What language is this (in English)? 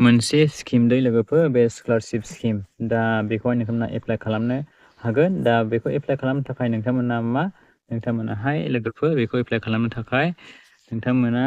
Bodo